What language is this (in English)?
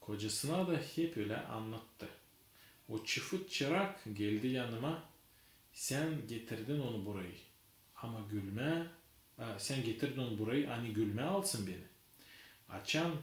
Gagauz